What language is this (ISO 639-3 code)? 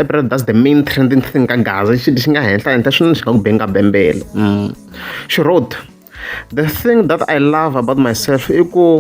tso